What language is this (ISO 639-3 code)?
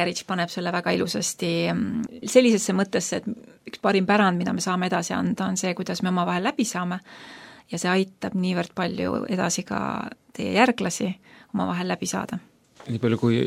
est